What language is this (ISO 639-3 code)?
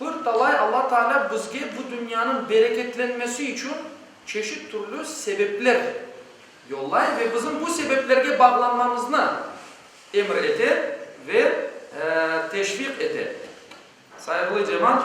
crh